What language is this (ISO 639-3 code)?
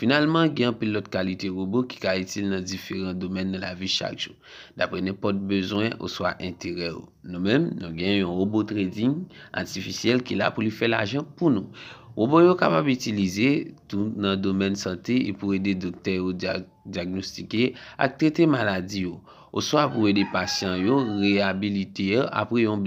hat